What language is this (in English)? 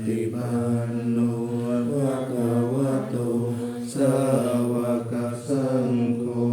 Pali